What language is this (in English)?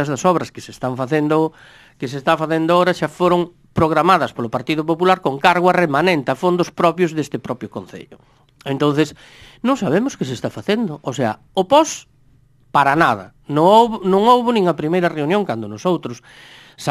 Galician